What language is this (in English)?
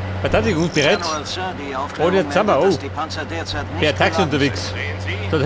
Bavarian